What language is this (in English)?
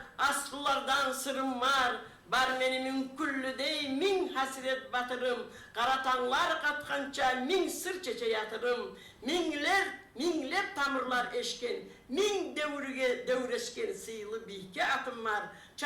Kumyk